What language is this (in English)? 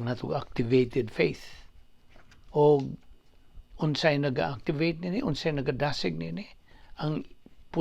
Cebuano